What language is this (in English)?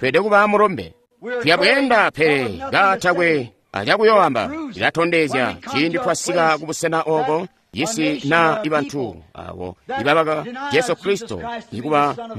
Tonga (Zambia)